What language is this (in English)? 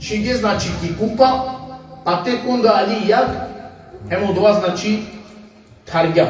Balkan Romani